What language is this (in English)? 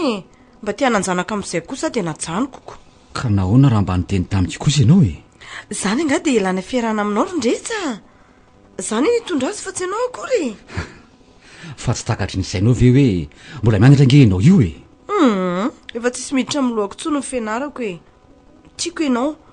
Malagasy